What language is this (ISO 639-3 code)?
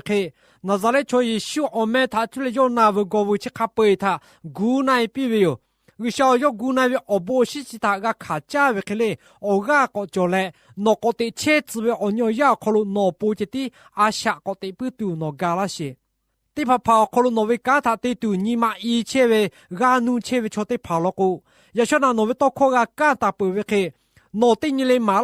lhu